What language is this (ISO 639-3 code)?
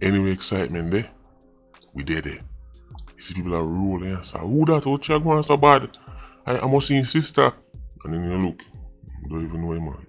jam